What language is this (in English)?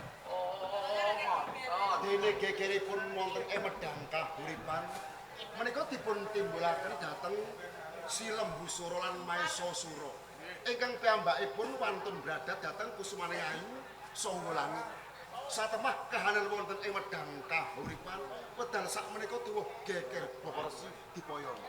Javanese